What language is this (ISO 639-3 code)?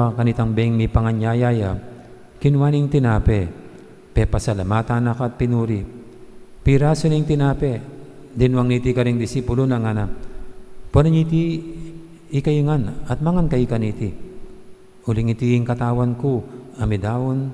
pam